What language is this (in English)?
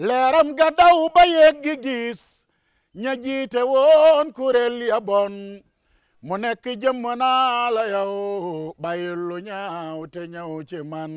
Wolof